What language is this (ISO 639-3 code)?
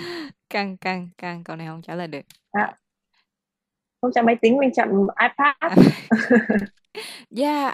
vie